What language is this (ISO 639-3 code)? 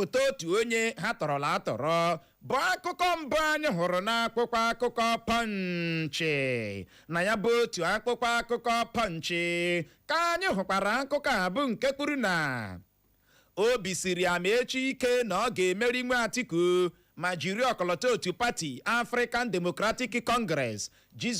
ibo